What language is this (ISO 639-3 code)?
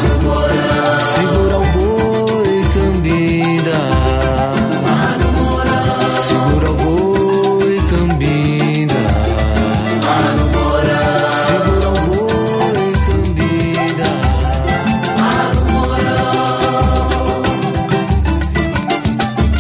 por